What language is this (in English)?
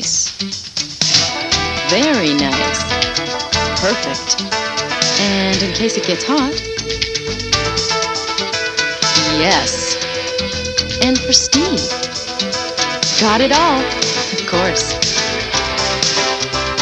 English